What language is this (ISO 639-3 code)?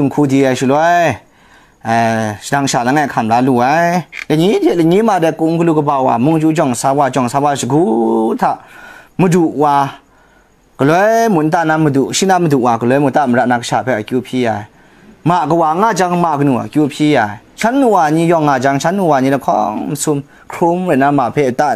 kac